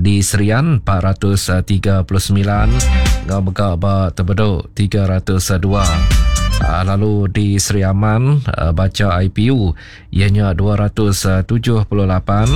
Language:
Iban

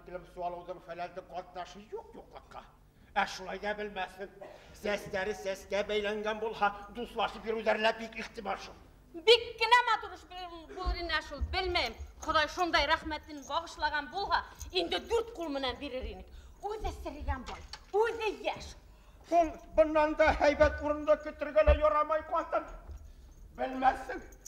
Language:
Bashkir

